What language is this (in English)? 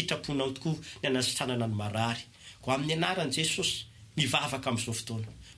Malagasy